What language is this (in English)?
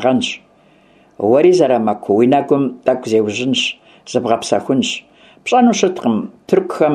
Kabardian